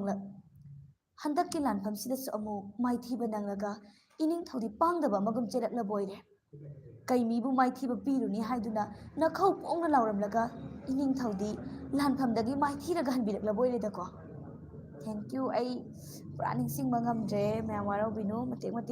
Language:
Manipuri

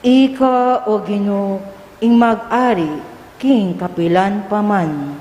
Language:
Pampanga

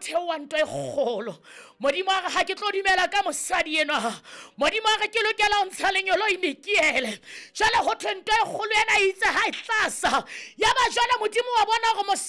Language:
Southern Sotho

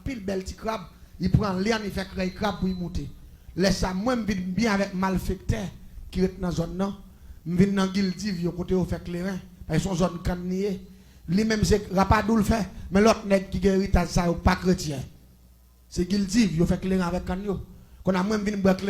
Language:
Haitian Creole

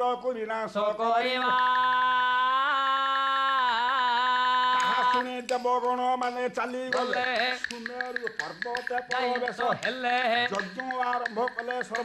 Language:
Odia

